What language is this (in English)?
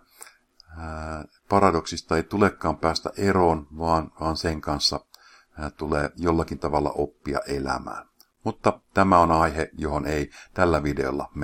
Finnish